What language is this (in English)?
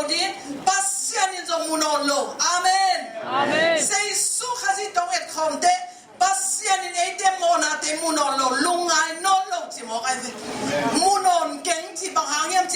Tedim Chin